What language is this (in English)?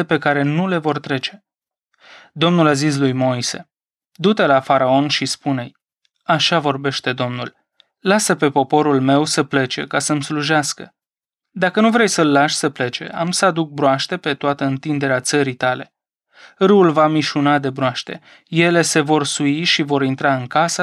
Romanian